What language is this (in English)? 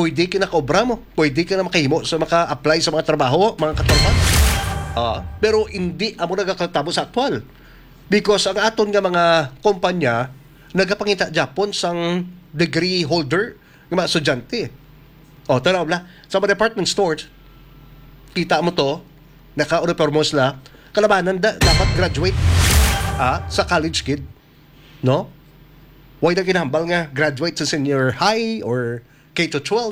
Hiligaynon